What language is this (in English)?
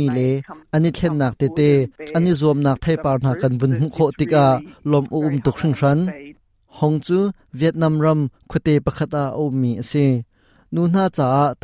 Hakha Chin